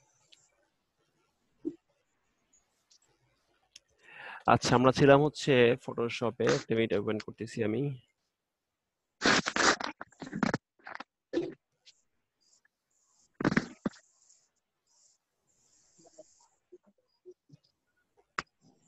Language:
Bangla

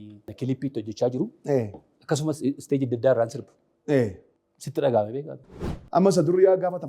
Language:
Oromo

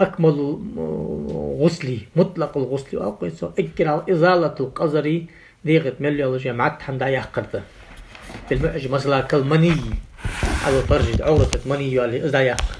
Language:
Ingush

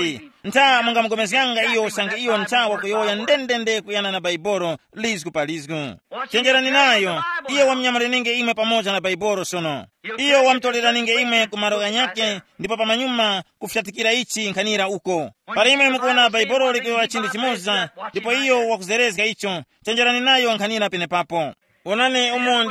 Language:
Tumbuka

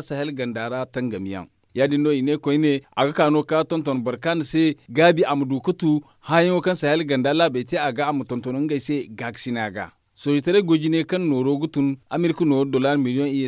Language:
Zarma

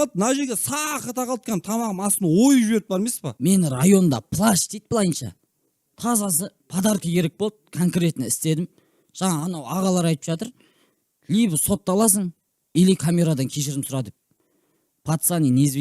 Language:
Kazakh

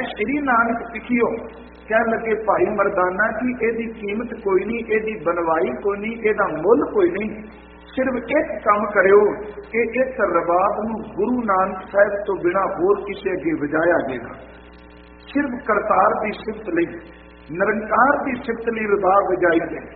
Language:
Punjabi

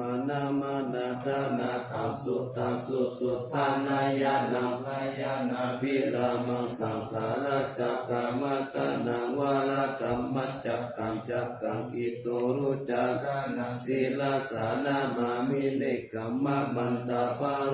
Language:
Pali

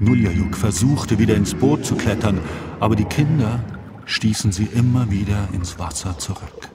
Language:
Swiss German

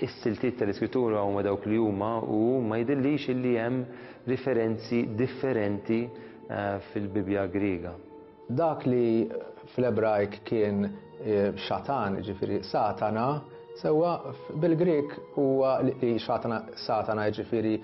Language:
Maltese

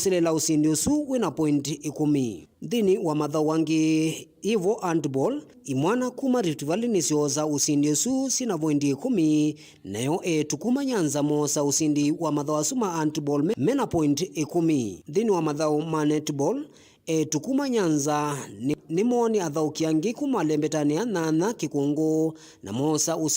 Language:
Kamba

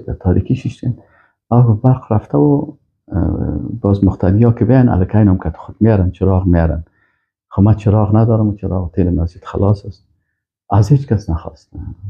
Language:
Persian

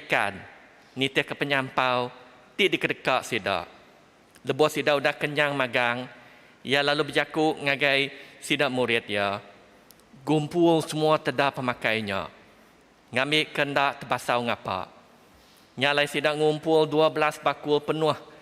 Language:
Iban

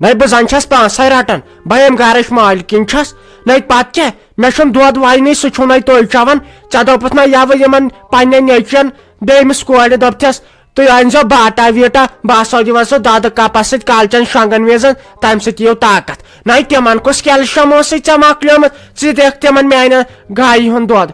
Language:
Kashmiri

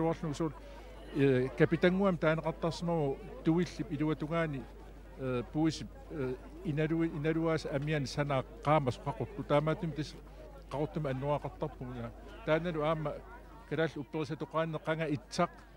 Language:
Kalaallisut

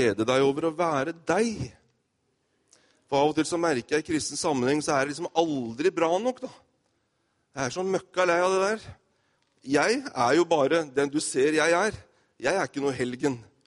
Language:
Norwegian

